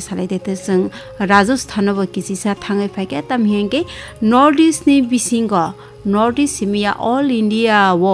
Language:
Kok Borok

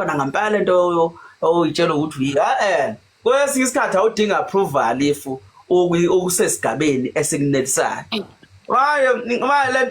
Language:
Zulu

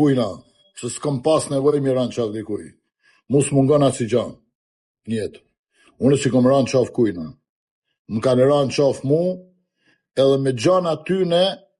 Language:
Albanian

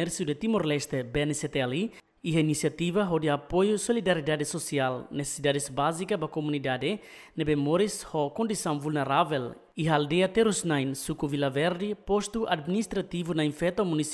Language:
Tetum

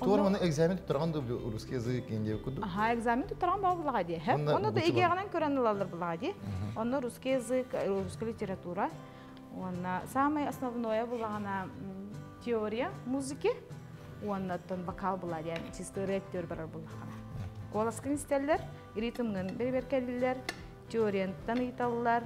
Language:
Yakut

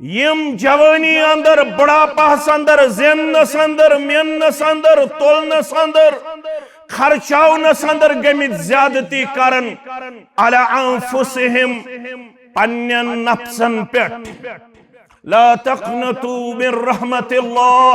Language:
Kashmiri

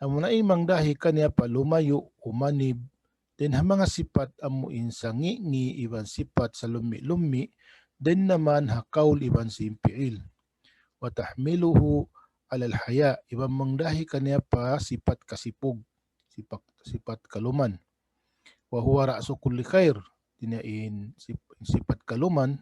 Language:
Tausug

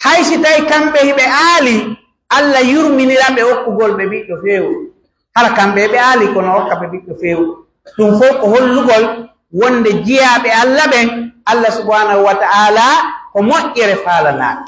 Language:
Pular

